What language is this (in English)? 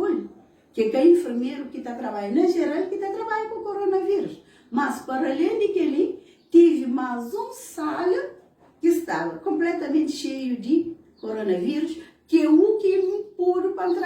Kabuverdianu